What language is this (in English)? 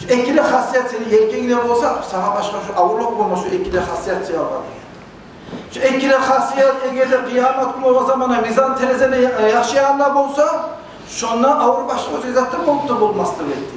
Kumyk